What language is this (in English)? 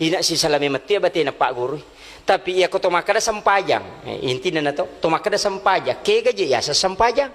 Buginese